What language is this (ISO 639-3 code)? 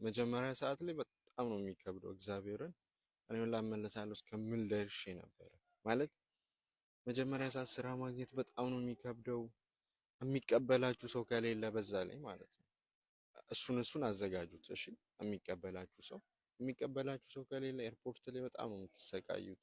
amh